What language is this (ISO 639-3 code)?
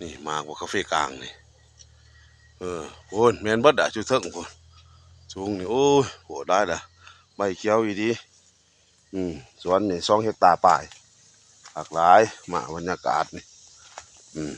lao